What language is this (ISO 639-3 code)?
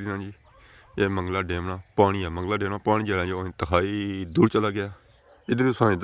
phr